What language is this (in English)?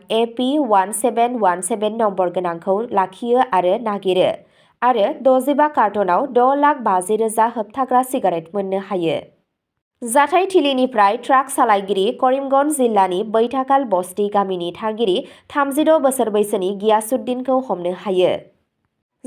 Bodo